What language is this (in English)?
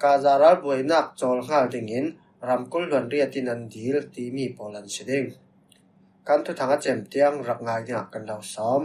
Falam Chin